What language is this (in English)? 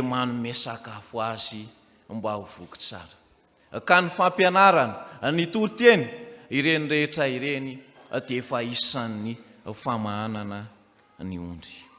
Malagasy